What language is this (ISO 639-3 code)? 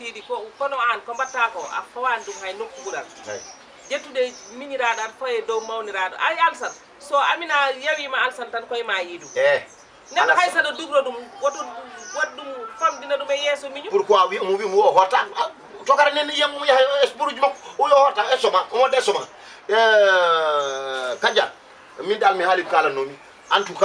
ful